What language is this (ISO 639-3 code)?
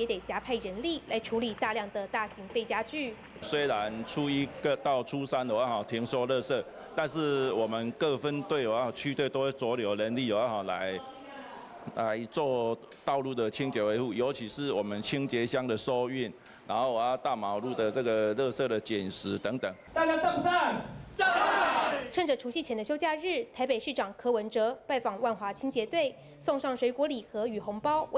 zho